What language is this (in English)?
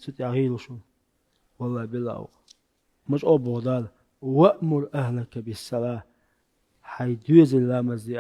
Chechen